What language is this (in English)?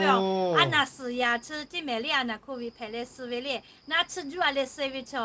Lahu